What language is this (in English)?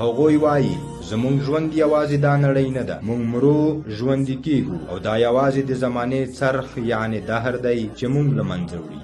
Pashto